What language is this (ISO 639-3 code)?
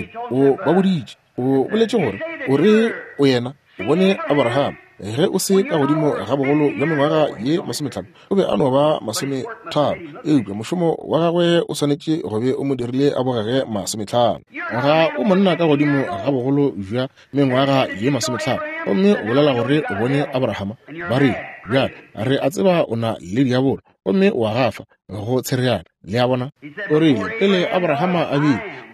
nso